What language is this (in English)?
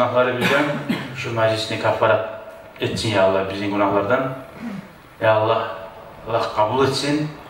Kumyk